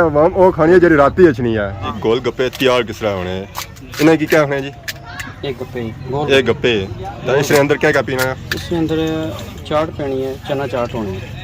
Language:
Pahari-Potwari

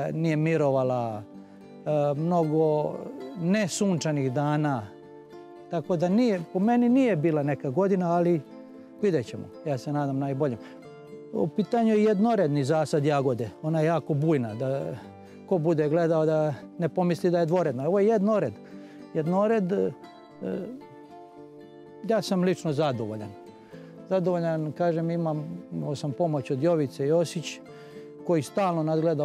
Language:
Serbian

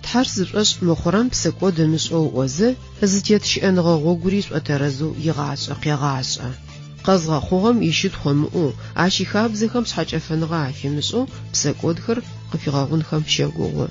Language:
Adyghe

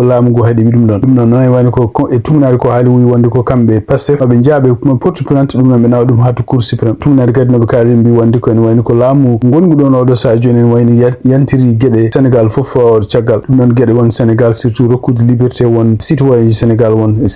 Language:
Fula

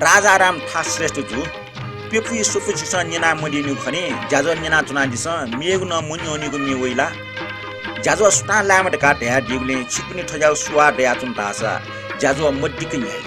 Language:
Newari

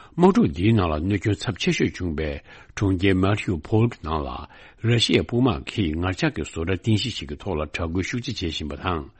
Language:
Tibetan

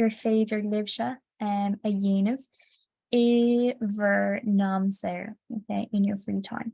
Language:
Irish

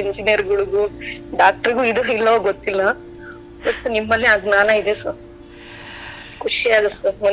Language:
Kannada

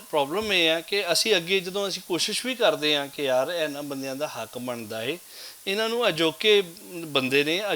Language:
Western Panjabi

